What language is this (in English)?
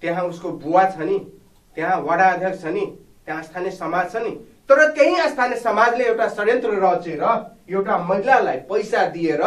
Nepali